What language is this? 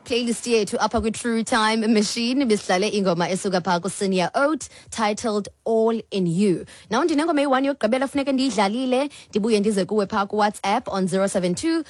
Xhosa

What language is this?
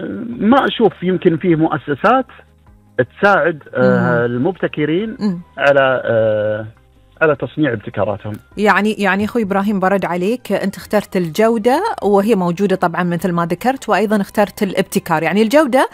Gulf Arabic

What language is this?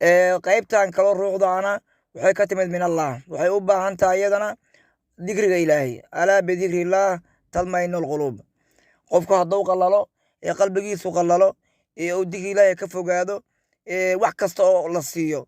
Somali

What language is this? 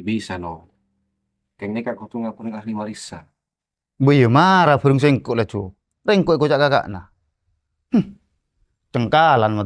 Madurese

